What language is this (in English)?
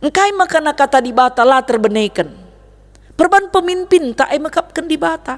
Batak Karo